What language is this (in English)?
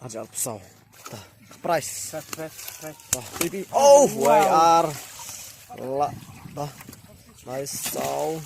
Khasi